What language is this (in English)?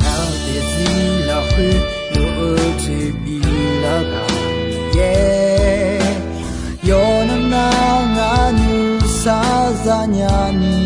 Akha